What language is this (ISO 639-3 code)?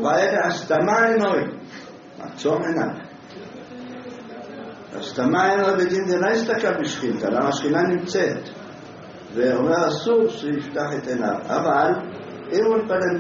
heb